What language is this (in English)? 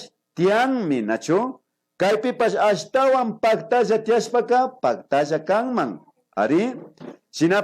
Imbabura Highland Quichua